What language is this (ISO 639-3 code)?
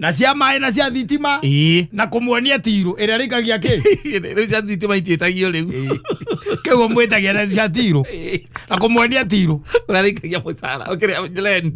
kik